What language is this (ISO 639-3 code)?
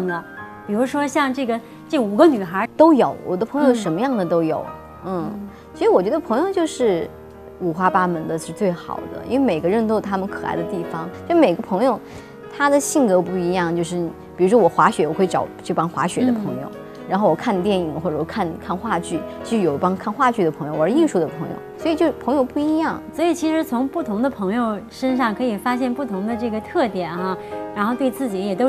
zho